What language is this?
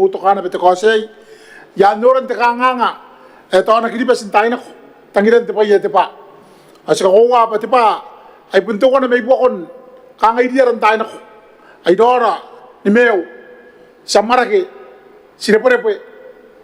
Gilbertese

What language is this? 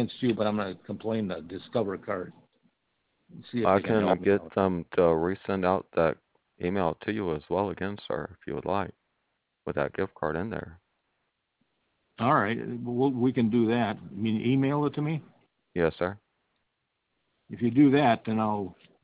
English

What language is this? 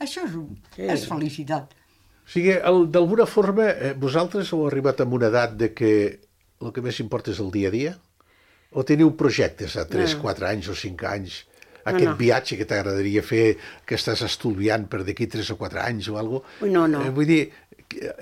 Catalan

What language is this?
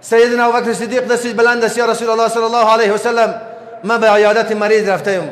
Persian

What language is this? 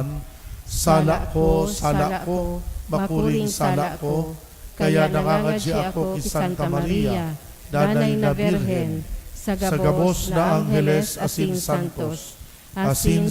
Bikol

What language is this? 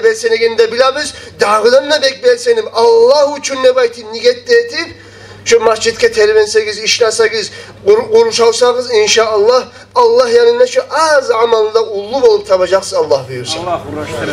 Kumyk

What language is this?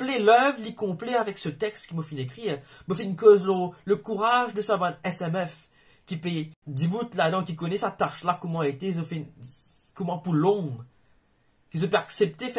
Morisyen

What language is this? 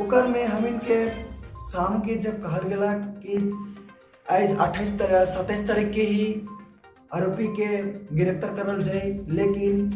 Sadri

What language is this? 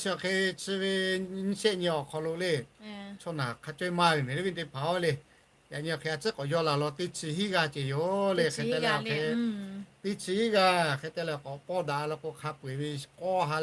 Lahu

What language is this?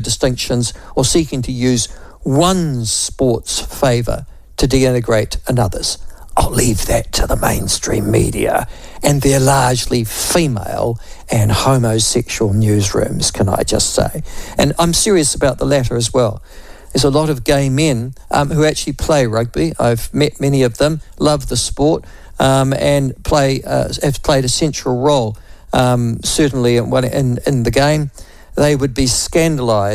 English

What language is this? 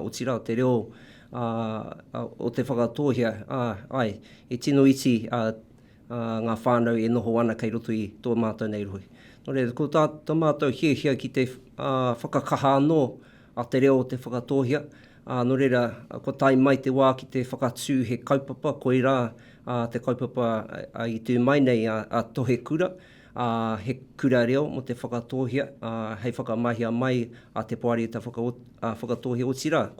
Māori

